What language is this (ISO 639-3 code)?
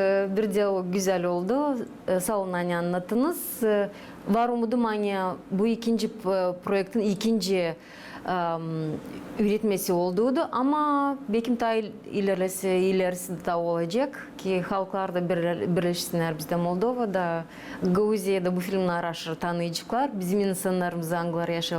gag